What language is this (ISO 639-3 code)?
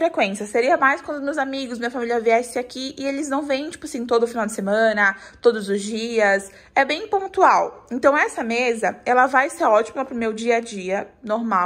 por